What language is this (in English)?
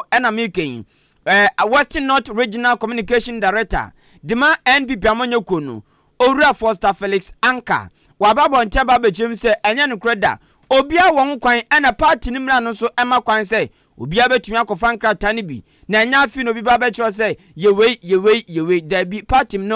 Akan